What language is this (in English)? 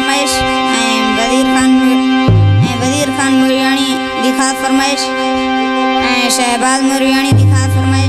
Saraiki